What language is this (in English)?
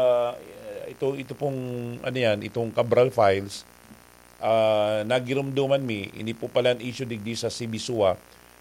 Bikol